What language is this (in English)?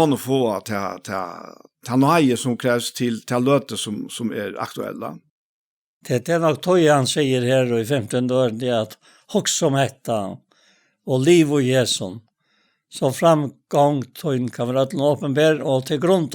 Faroese